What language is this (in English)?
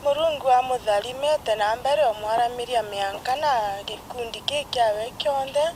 Meru